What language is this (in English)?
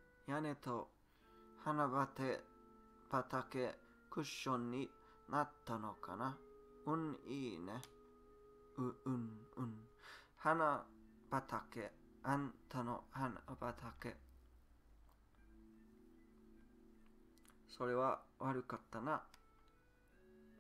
Japanese